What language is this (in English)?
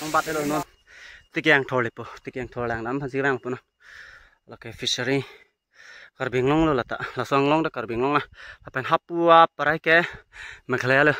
Karbi